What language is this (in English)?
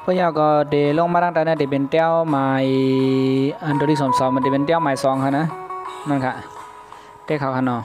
Shan